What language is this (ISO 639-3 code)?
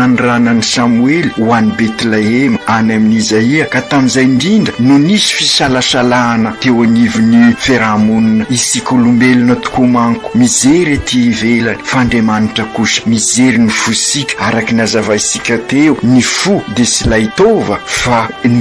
mlg